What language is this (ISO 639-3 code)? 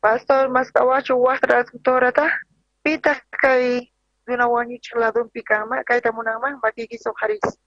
quh